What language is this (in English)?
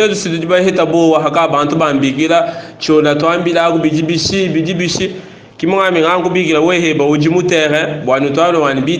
Luba-Lulua